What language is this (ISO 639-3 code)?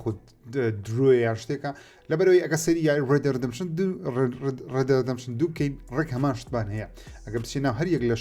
ckb